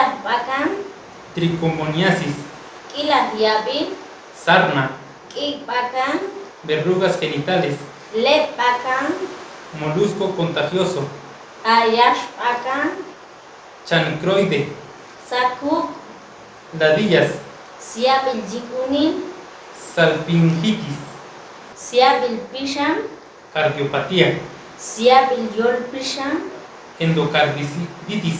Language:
Chuj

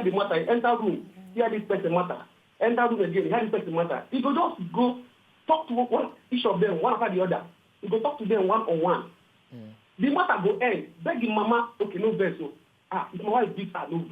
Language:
Nigerian Pidgin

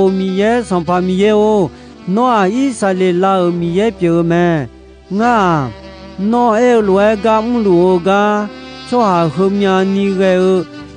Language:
Akha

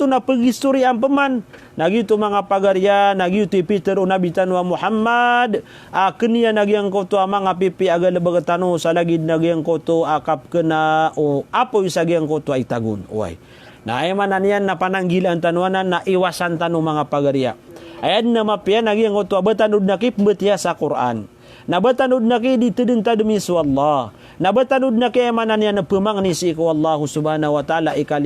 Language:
Maranao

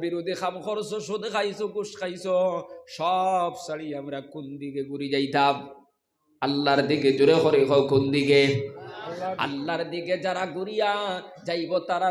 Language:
Sylheti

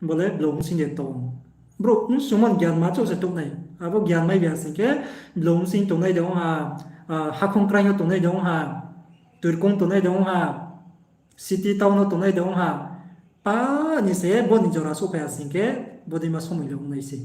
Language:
Riang (India)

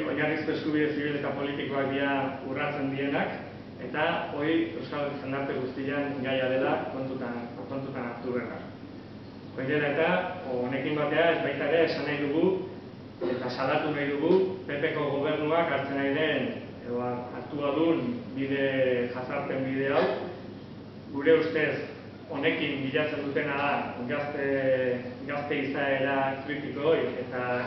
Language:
Basque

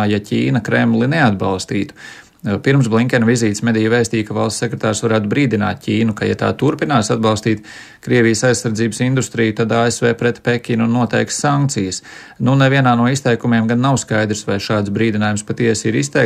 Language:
Latvian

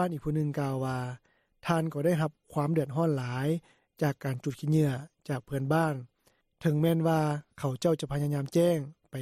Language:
Lao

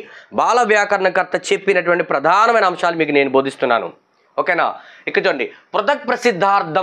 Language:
Telugu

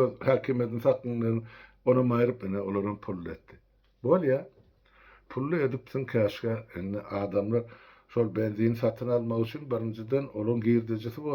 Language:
Turkmen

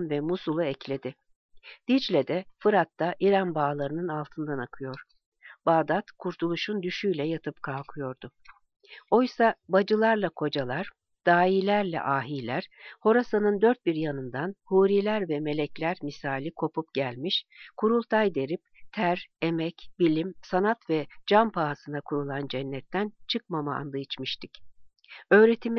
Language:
Turkish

